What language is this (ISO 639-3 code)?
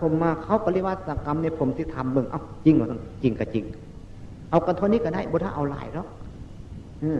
tts